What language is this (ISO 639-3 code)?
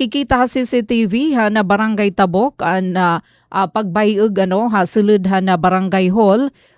war